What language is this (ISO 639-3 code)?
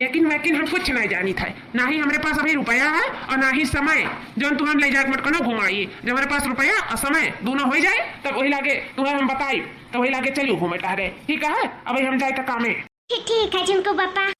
awa